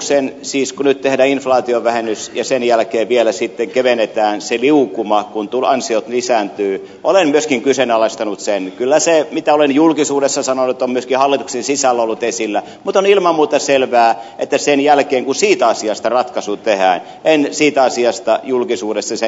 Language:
Finnish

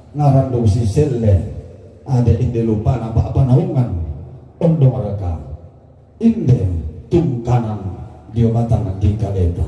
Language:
Toraja-Sa'dan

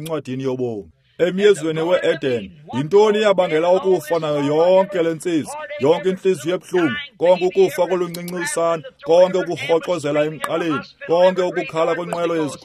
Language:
Xhosa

